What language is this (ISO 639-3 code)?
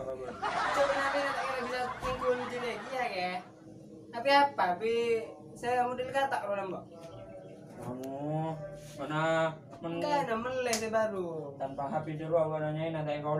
mad